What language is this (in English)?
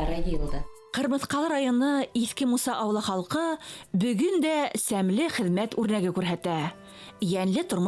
Bashkir